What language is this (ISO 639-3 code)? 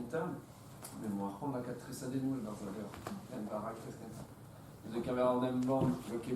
bre